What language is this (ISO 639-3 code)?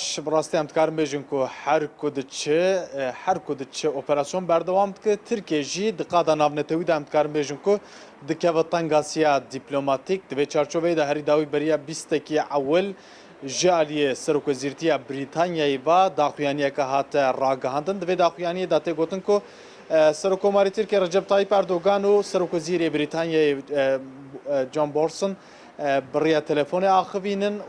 kur